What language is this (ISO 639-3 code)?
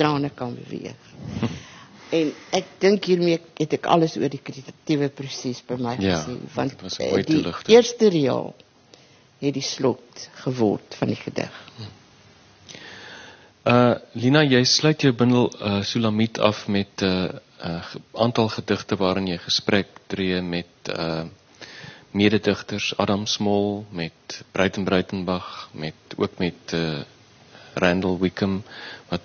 afr